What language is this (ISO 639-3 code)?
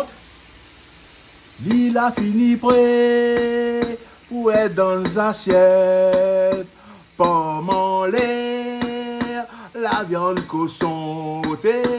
rcf